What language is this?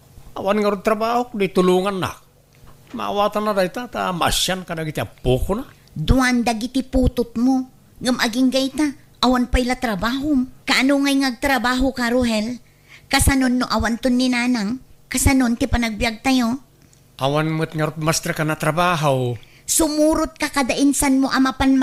Iloko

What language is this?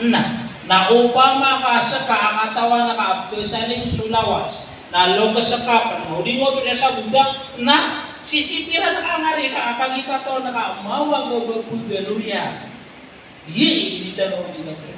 Maranao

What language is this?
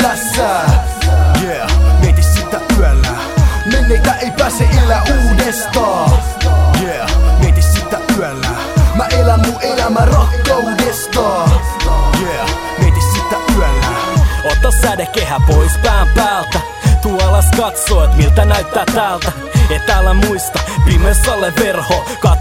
Finnish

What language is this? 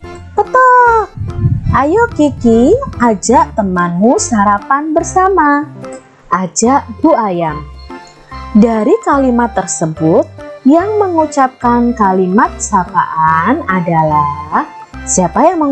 Indonesian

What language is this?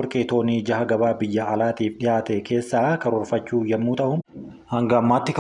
Oromo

